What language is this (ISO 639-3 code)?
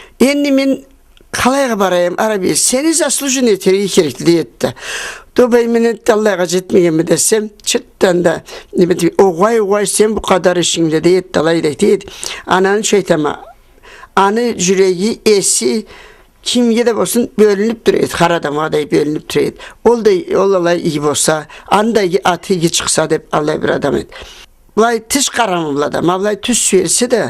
krc